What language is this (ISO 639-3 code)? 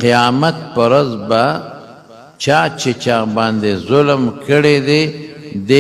pus